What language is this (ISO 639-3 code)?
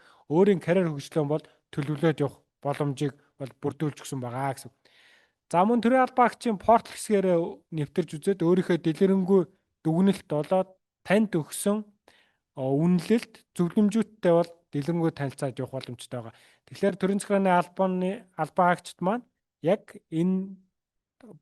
mon